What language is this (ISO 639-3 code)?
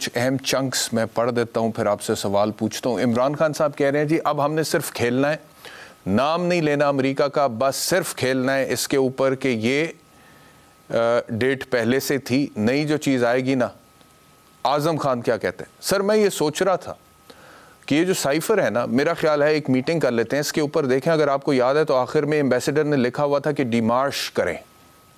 urd